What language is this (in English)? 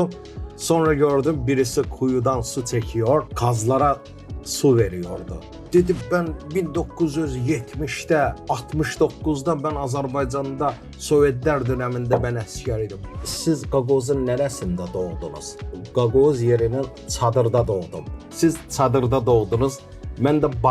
Gagauz